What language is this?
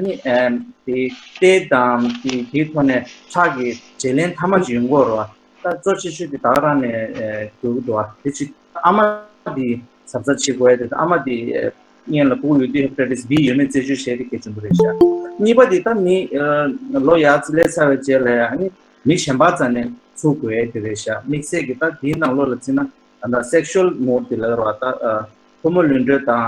Tibetan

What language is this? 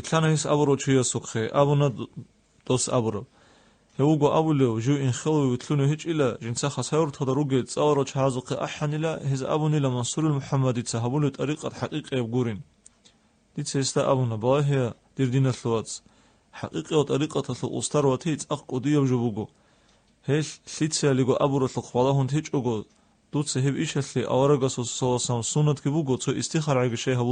Avaric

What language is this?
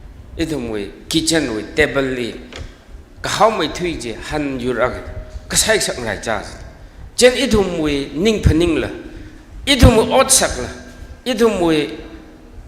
Tangkhul Naga (India)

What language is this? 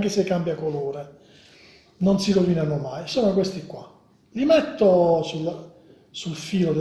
Italian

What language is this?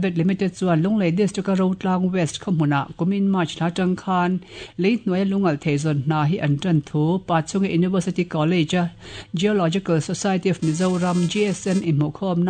Mizo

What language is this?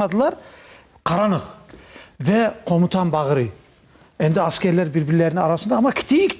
Crimean Tatar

